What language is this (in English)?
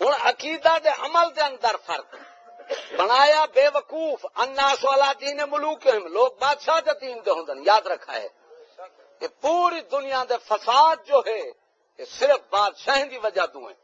Saraiki